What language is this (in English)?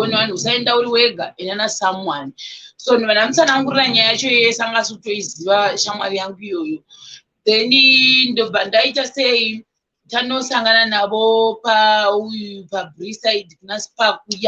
Shona